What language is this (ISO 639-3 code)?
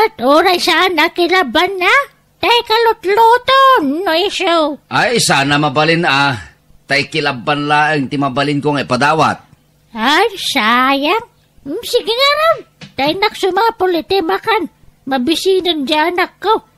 ilo